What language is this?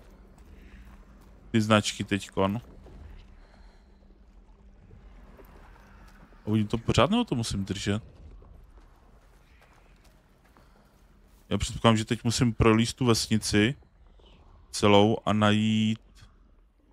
Czech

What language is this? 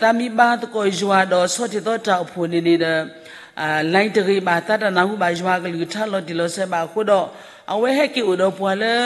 S'gaw Karen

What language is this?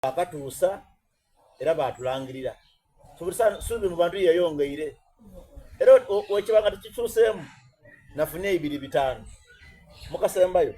Soga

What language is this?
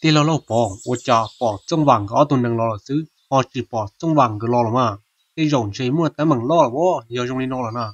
Hmong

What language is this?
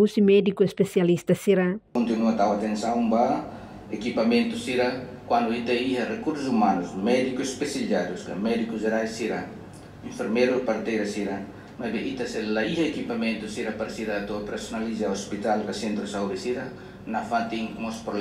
Tetum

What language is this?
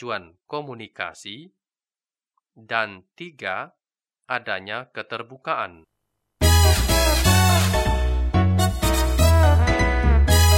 Indonesian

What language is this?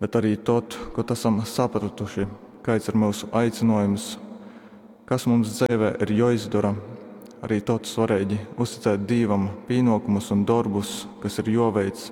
Latgalian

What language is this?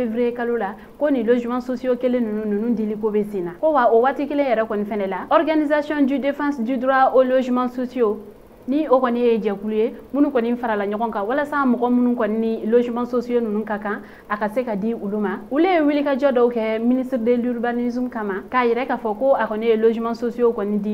Bambara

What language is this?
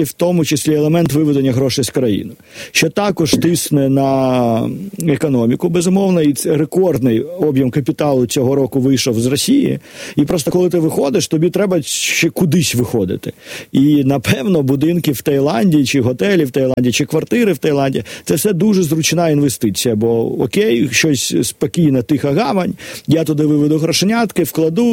Ukrainian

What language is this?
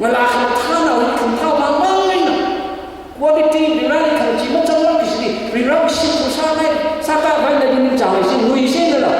Tangkhul Naga (India)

